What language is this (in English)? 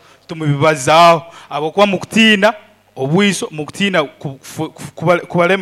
Nyoro